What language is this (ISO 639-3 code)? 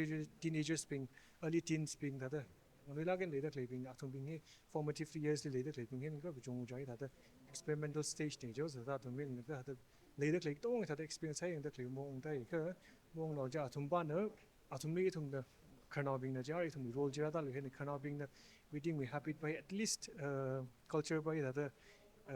nmf